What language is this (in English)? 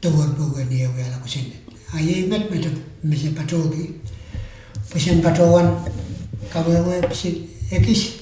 Pohnpeian